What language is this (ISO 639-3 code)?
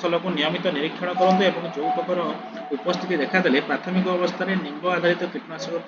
ori